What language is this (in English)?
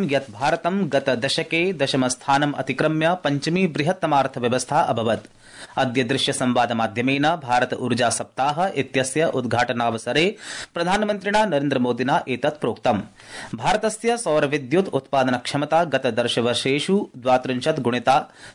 Sanskrit